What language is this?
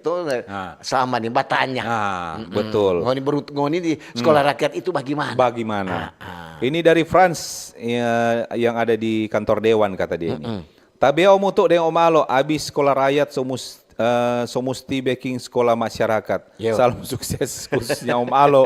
Manado Malay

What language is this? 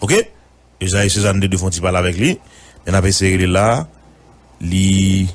Haitian Creole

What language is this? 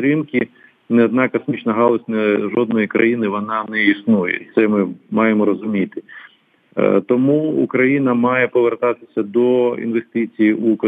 Ukrainian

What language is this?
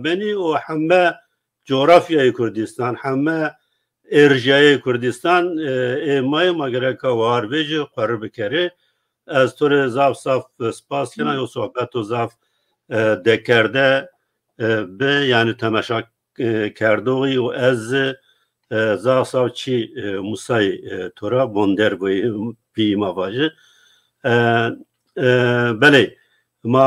Zaza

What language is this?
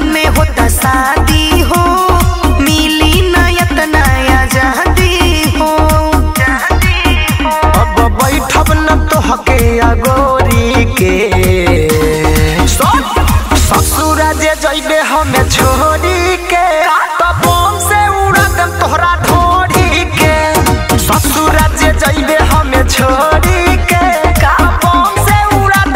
Bhojpuri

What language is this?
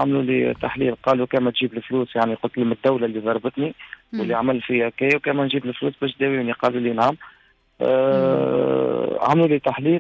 Tunisian Arabic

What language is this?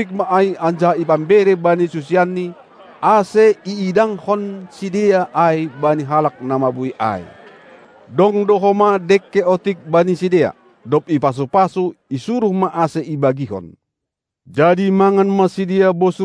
Batak Simalungun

